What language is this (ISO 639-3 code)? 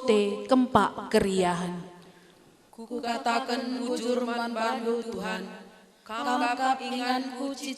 btx